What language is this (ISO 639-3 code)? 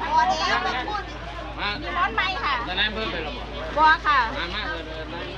tts